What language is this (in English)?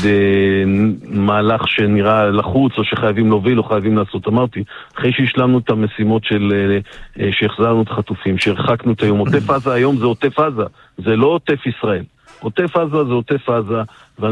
Hebrew